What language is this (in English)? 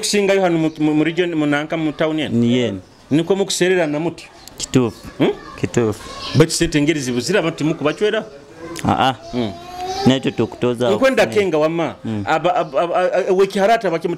Nyoro